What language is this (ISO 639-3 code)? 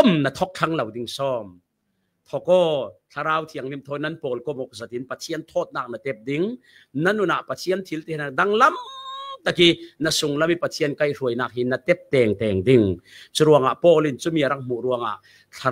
cfm